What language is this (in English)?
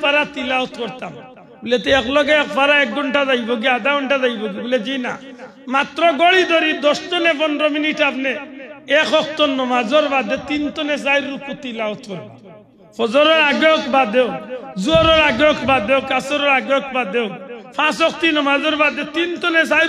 Sylheti